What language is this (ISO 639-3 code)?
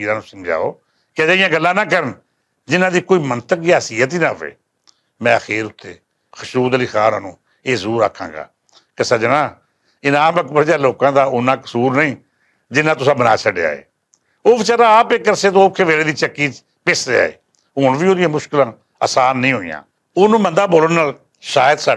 lah